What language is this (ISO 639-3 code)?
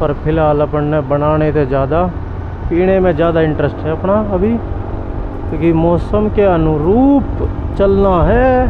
bgc